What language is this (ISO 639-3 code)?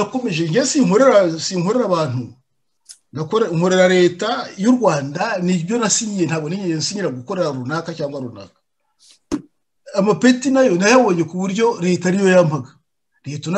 kin